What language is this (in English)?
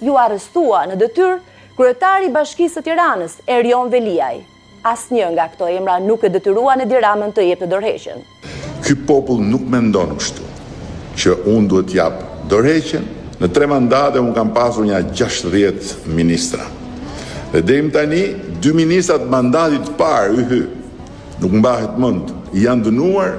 Albanian